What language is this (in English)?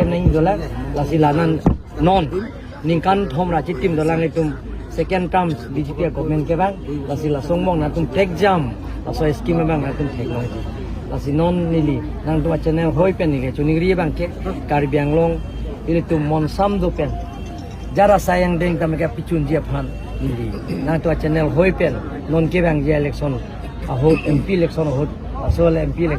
Karbi